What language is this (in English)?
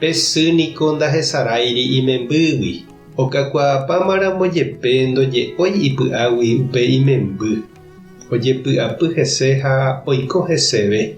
Guarani